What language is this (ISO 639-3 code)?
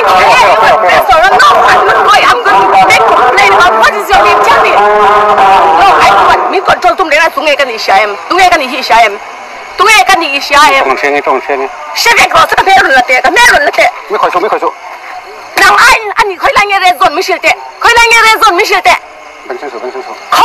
lus